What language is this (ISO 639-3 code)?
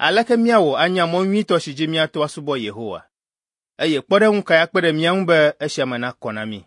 ewe